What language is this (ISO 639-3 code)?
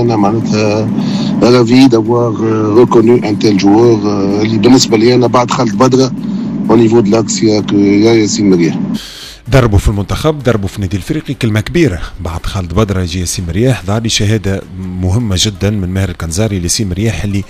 aeb